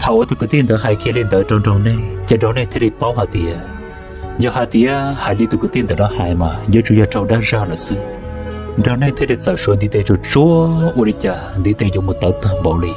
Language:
Hmong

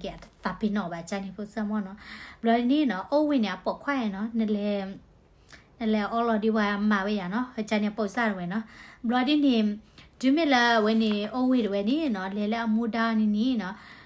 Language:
S'gaw Karen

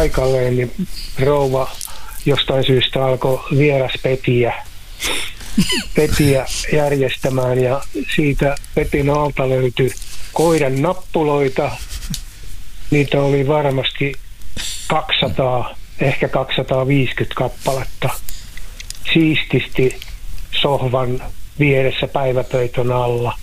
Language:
Finnish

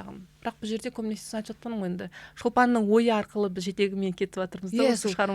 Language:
Kazakh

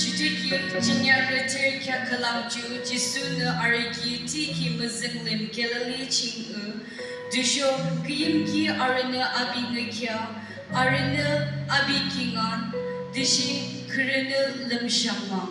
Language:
Yimchungru Naga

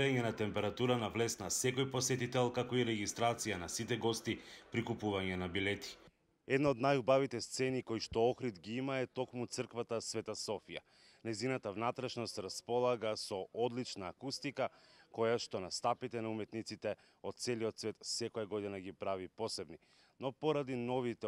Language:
Macedonian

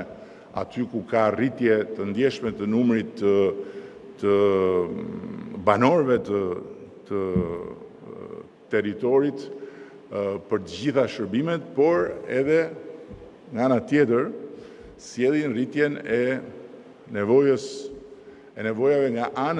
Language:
Albanian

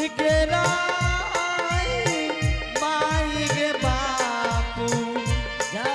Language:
Angika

